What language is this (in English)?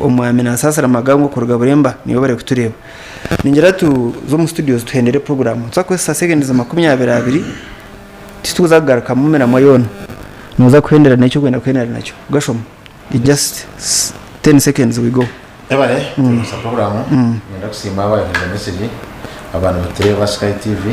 Nyankole